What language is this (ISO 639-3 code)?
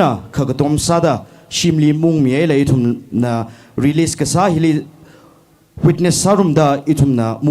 nmf